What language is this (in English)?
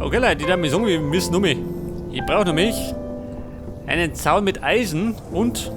Bavarian